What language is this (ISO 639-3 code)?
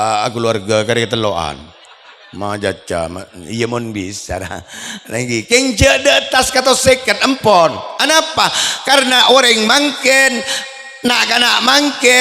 mad